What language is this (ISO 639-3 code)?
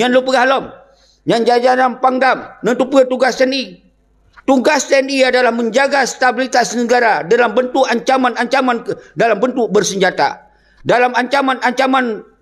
ace